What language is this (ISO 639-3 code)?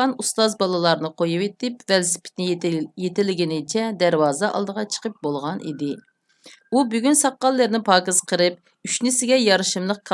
uig